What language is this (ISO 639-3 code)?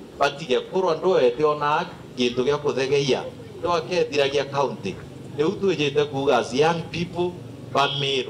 mer